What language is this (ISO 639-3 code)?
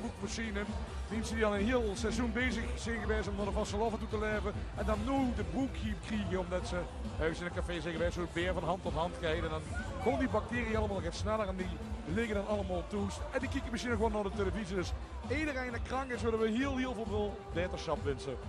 lim